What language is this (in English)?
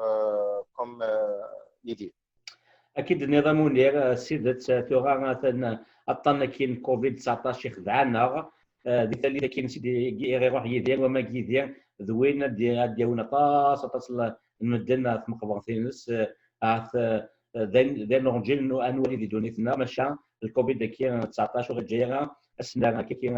Kabyle